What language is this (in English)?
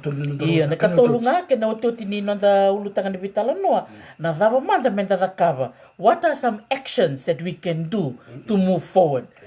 Fijian